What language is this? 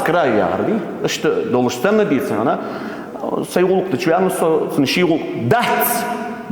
Ingush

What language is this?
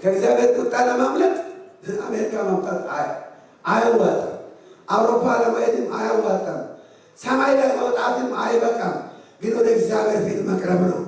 Amharic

